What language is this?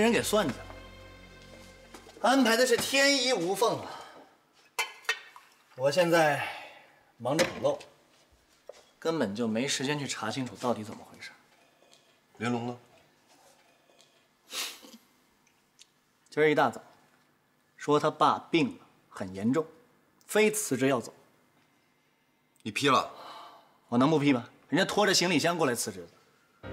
Chinese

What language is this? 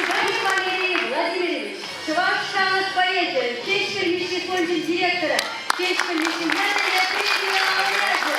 Chuvash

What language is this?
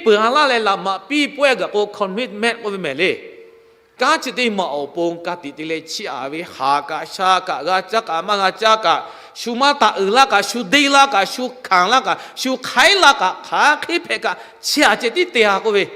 Lahu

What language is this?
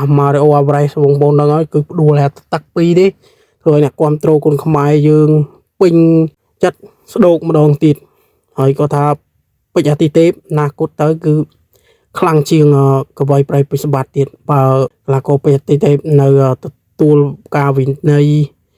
Khmer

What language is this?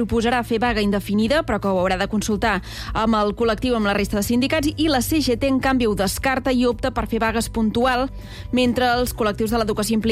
Catalan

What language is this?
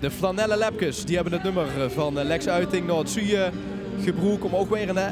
Limburgish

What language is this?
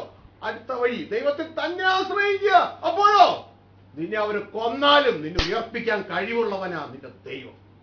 Malayalam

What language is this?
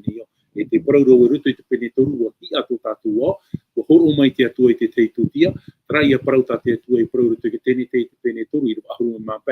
Tahitian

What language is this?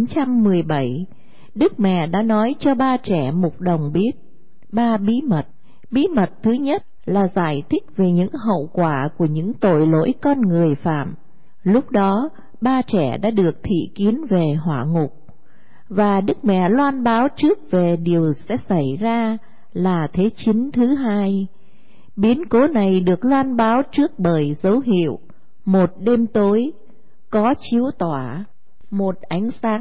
Vietnamese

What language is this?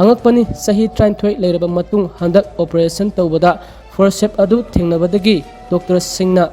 Manipuri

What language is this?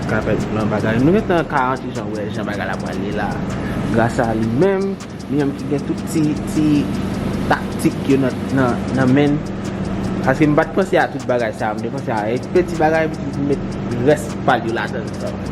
Haitian Creole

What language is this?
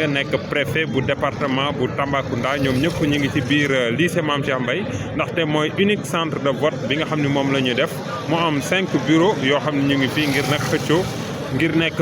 Wolof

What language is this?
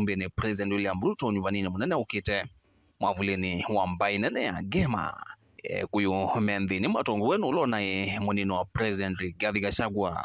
Kamba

